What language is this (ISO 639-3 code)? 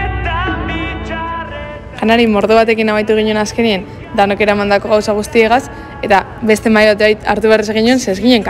eus